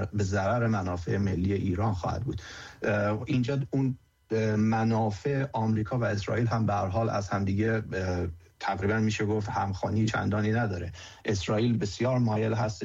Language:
Persian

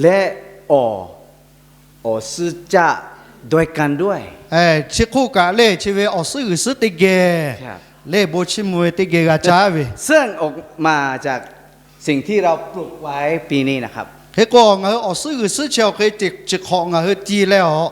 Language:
Lahu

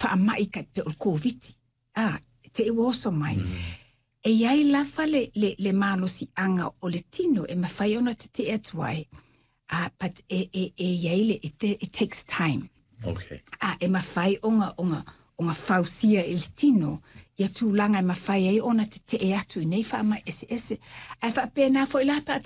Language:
Samoan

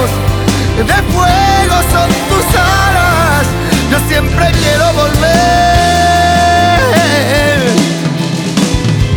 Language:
Spanish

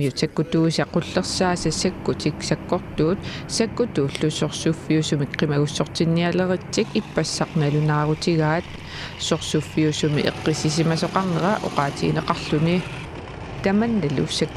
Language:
Kalaallisut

